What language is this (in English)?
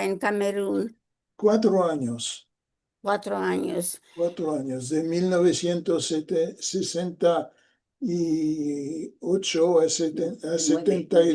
Ladino